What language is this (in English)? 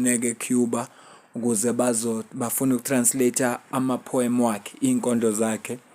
Zulu